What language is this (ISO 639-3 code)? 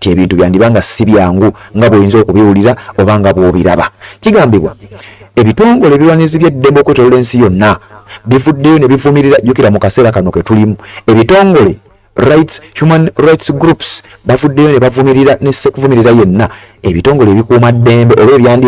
lug